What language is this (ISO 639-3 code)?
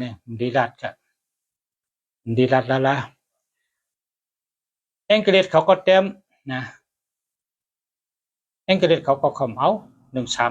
shn